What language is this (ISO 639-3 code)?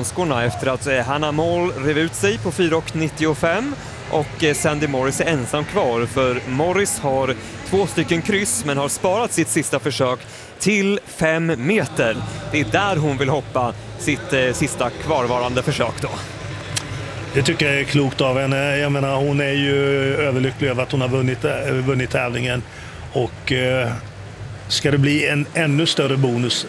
swe